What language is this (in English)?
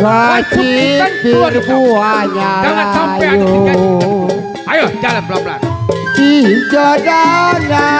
Betawi